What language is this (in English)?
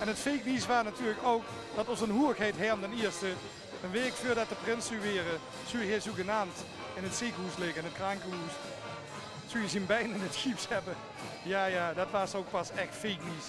Limburgish